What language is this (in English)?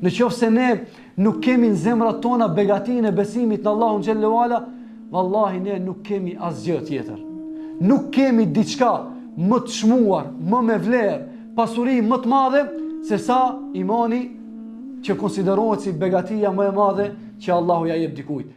Albanian